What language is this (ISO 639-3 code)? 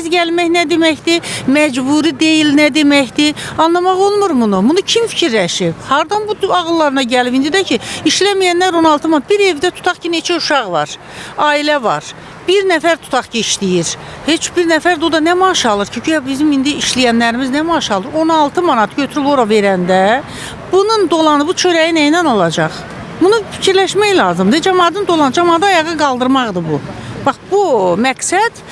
aze